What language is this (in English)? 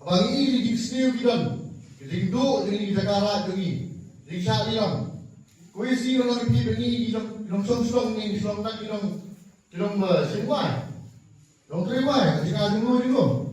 Khasi